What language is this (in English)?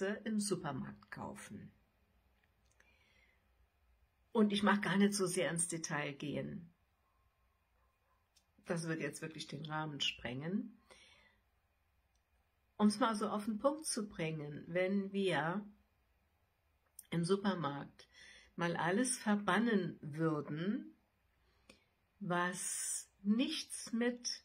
German